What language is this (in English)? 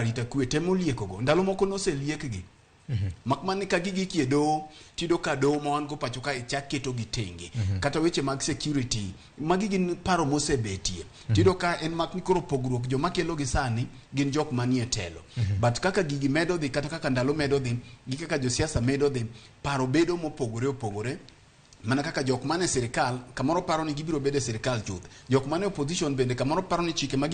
Luo (Kenya and Tanzania)